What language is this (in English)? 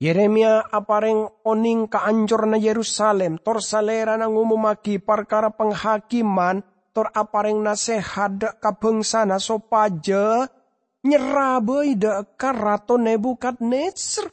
Madurese